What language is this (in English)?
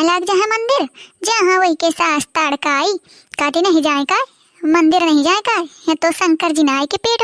Awadhi